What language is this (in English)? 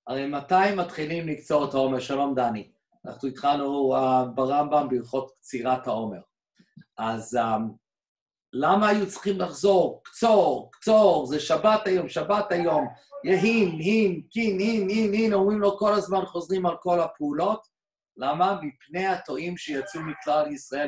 Hebrew